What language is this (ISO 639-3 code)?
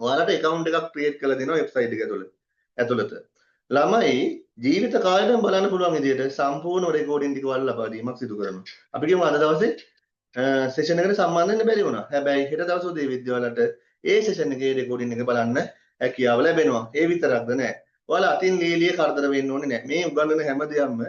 sin